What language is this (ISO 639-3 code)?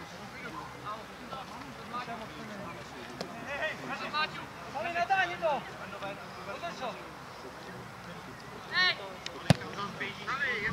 ces